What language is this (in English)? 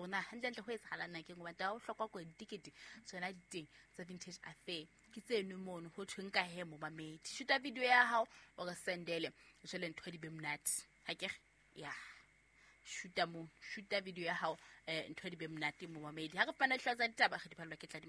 Southern Sotho